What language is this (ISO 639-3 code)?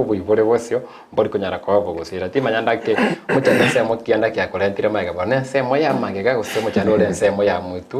guz